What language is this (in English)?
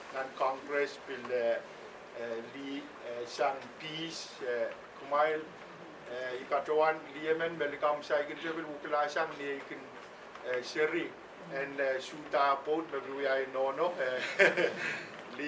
Pohnpeian